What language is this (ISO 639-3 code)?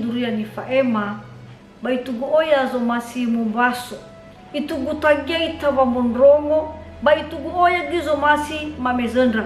nia